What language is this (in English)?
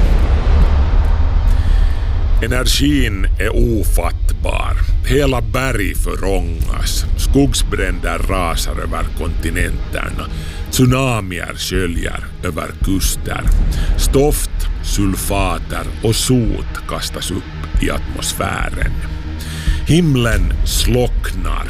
Swedish